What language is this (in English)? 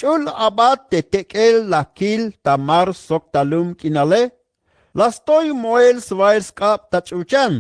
Tzeltal